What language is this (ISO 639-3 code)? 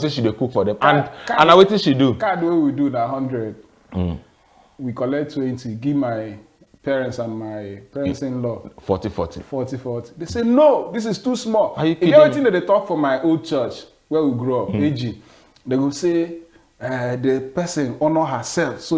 pcm